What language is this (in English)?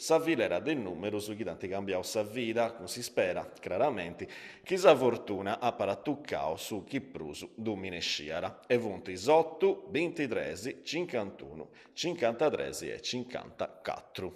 Sardinian